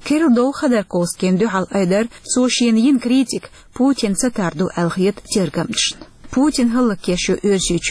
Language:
Chechen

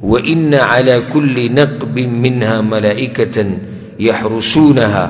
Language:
Pashto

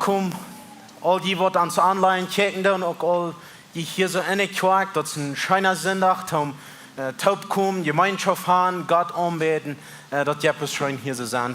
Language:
Plautdietsch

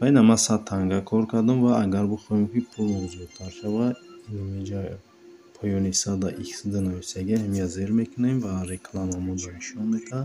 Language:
Tajik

